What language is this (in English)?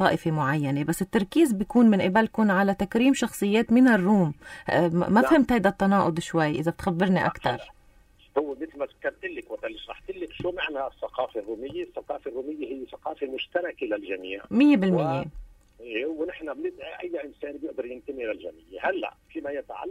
North Levantine Arabic